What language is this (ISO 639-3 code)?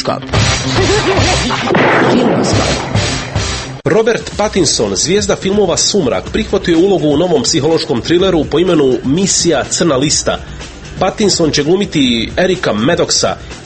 hrv